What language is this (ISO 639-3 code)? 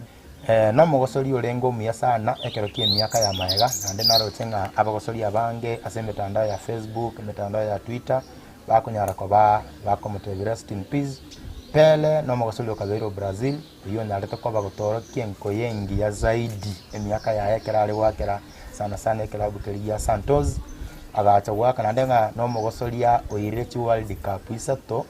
guz